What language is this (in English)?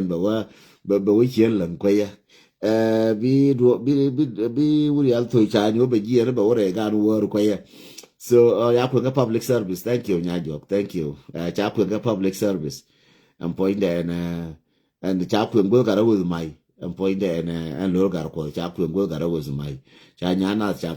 Nuer